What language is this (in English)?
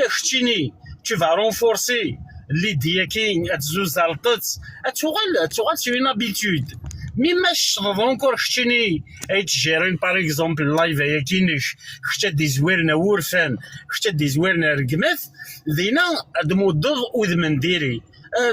Kabyle